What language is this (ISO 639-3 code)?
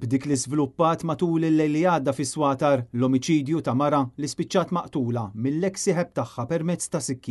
mlt